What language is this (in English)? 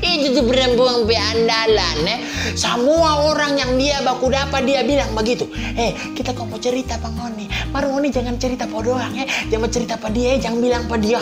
Manado Malay